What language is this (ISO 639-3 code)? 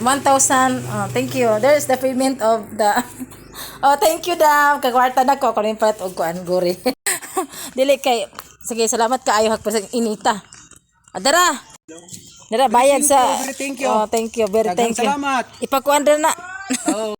ceb